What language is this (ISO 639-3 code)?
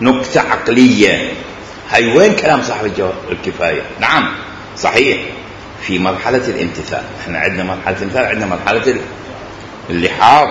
acm